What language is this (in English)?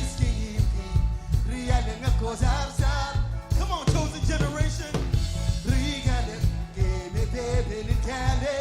Marshallese